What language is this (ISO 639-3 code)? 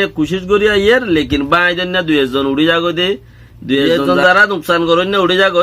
rhg